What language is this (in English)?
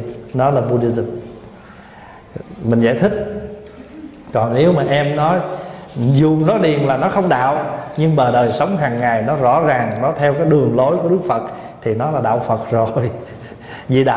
Vietnamese